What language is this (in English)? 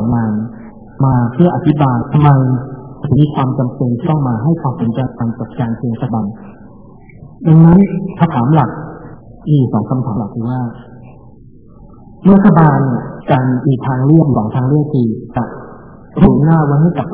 Thai